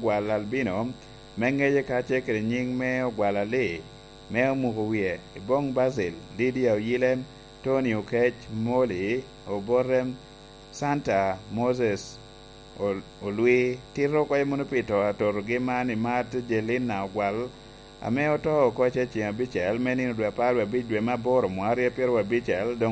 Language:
Lango (Uganda)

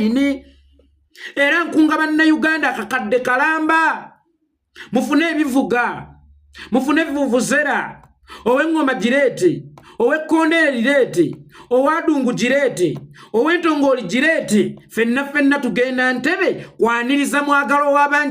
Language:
Ganda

